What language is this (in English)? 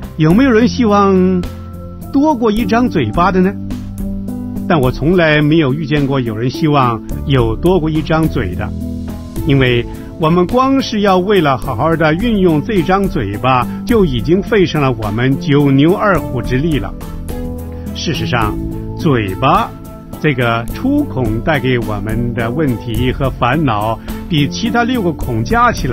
Chinese